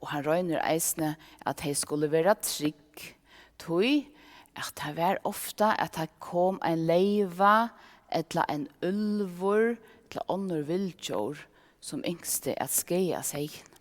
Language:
Faroese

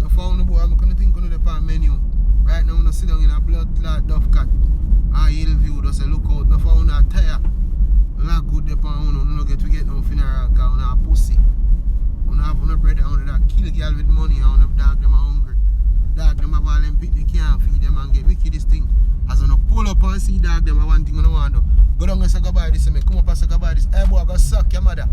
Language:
Jamaican Creole English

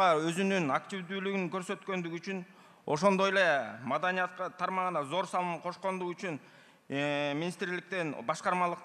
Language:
Kyrgyz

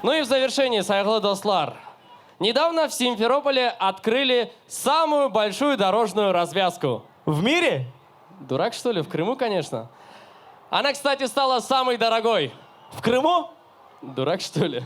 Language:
Crimean Tatar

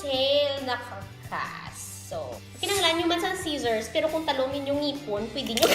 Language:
Hiligaynon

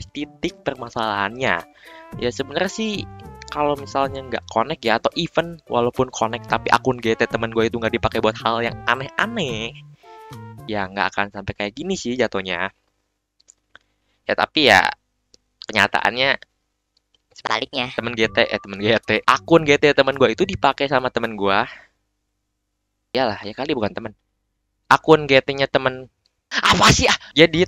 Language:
Indonesian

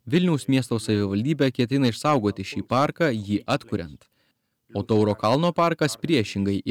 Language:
Lithuanian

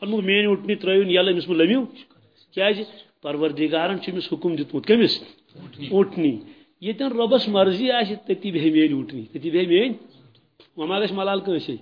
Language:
Kashmiri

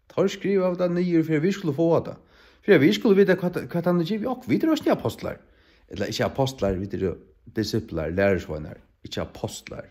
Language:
Faroese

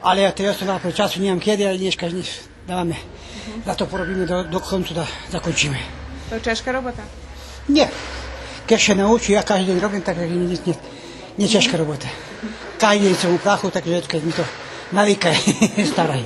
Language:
Rusyn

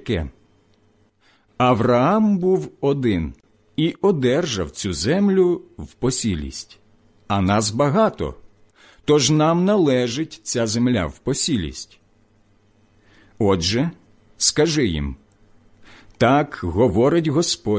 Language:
Ukrainian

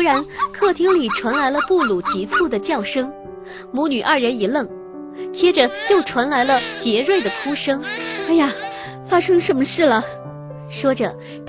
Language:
Chinese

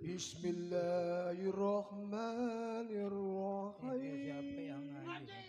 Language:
Betawi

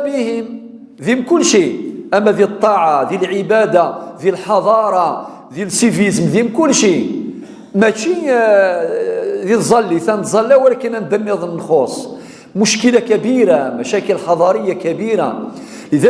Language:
Kabyle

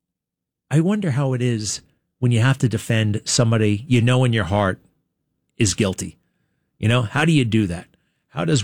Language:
English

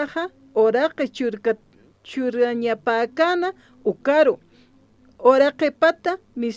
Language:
Aymara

